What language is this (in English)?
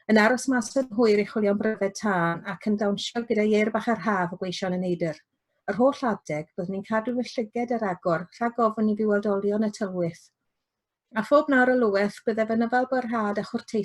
Welsh